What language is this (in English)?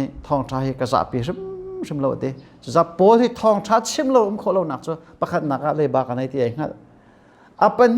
Hakha Chin